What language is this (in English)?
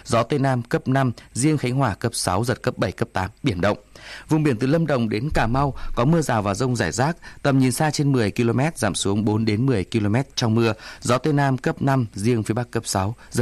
Vietnamese